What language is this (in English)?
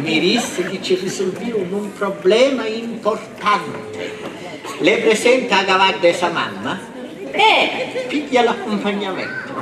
Sicilian